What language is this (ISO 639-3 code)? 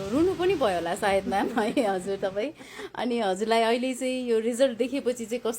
nep